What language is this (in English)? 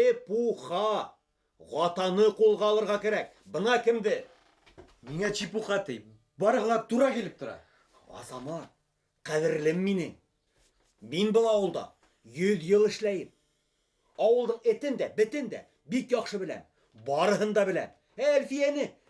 Bashkir